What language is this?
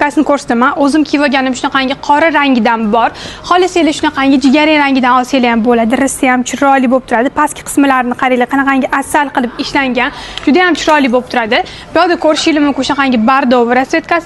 Uzbek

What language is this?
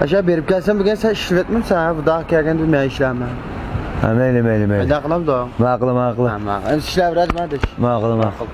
Uyghur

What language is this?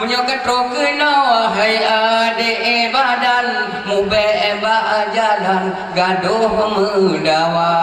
Achinese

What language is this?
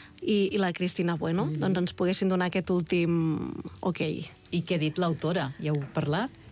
Catalan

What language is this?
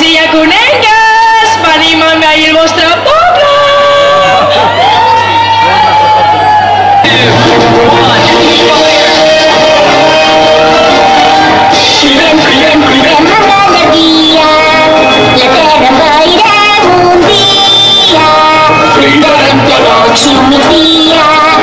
Catalan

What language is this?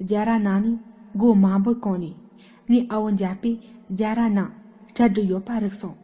Tibetan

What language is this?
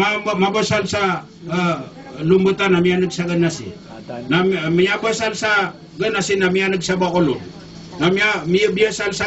Maranao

